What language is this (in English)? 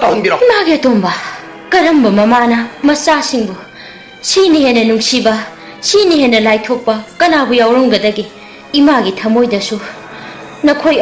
Manipuri